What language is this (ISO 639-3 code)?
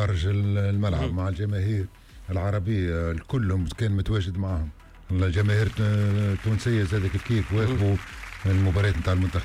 aeb